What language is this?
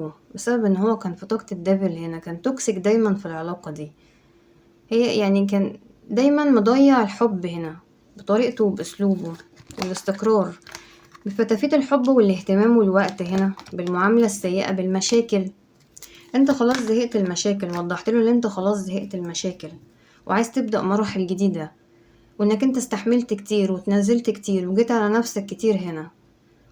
Egyptian Arabic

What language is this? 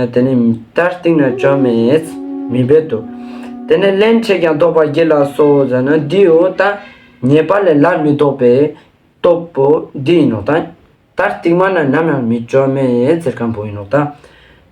Ladakhi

